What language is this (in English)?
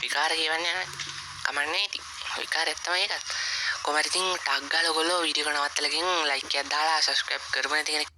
Sinhala